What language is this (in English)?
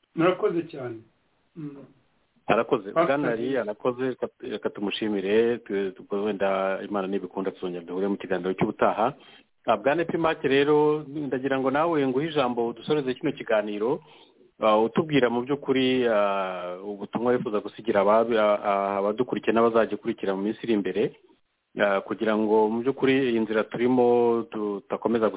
Kinyarwanda